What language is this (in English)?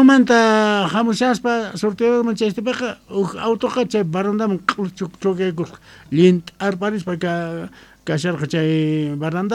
South Bolivian Quechua